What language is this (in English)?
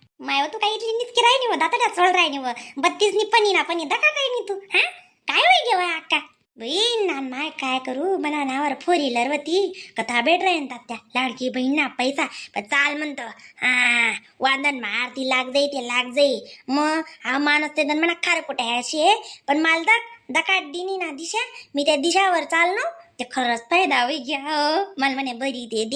Khandesi